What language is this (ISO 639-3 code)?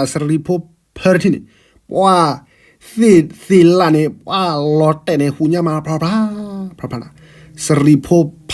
ksw